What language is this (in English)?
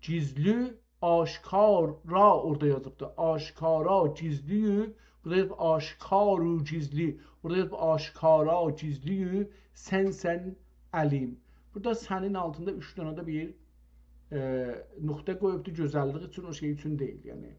South Azerbaijani